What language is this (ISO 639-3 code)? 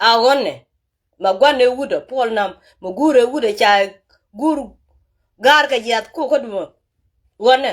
nus